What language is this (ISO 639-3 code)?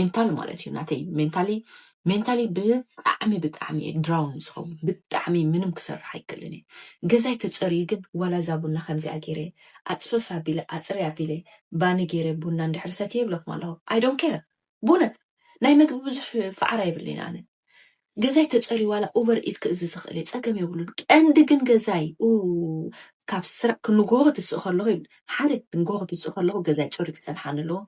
tir